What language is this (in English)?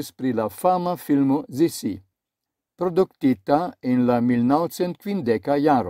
Esperanto